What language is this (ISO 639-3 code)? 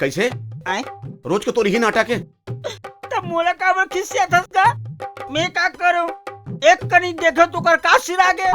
hne